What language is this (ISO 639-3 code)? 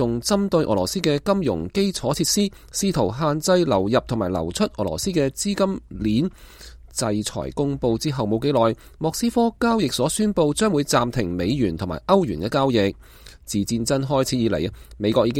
yue